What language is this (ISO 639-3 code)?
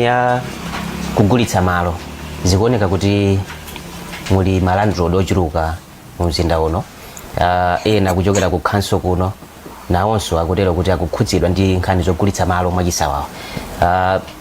nya